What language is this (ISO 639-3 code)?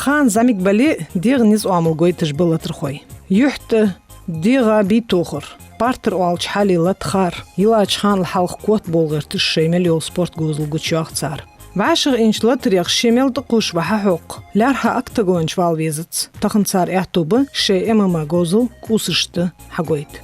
inh